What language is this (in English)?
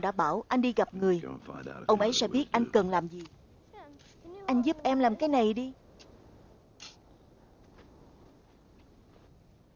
Vietnamese